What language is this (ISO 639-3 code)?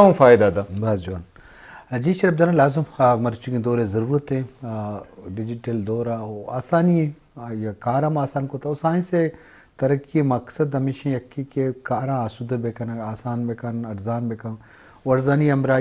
bgp